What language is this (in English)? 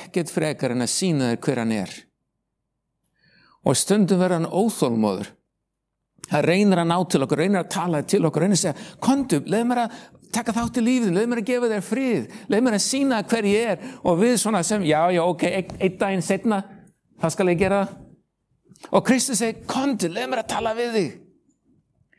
Icelandic